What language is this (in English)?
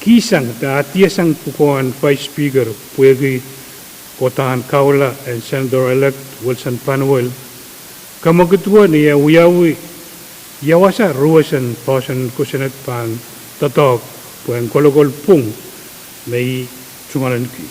Pohnpeian